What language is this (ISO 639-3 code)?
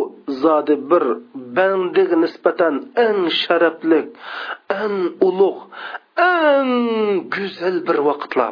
uig